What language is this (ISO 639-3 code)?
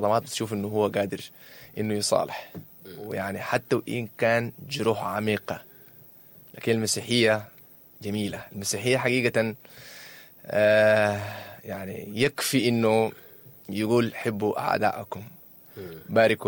apd